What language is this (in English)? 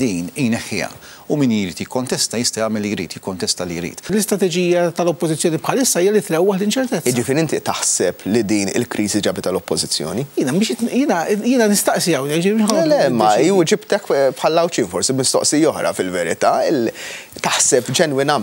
Maltese